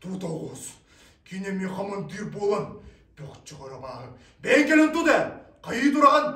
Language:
Yakut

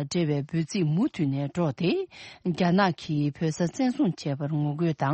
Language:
Tibetan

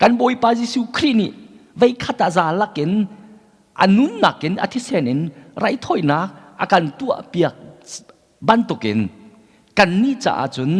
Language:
Hakha Chin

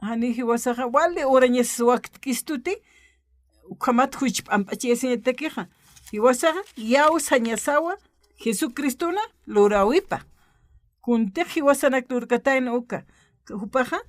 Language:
Aymara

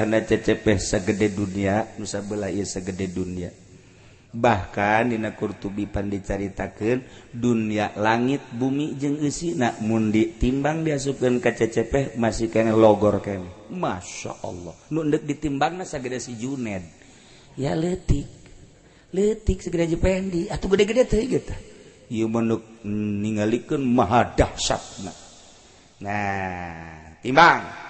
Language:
Sundanese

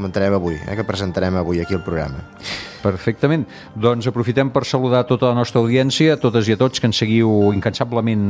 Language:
Catalan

